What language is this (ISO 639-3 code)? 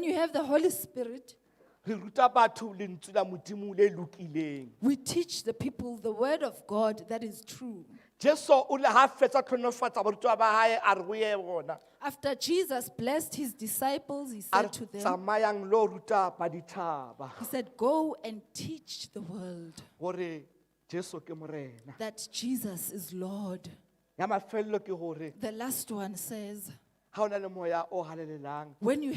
sot